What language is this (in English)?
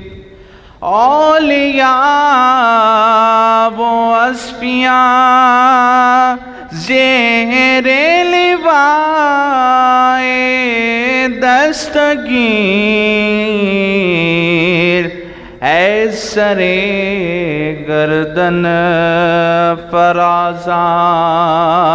Urdu